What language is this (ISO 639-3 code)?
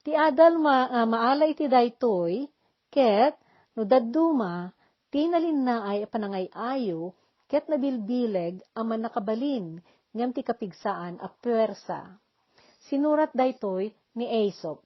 ilo